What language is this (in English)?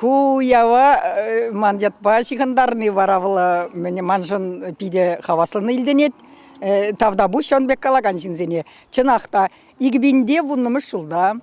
Chuvash